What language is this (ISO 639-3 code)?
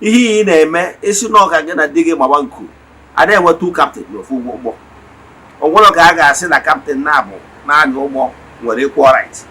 ibo